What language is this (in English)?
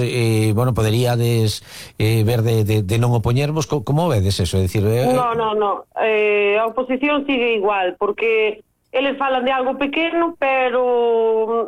Galician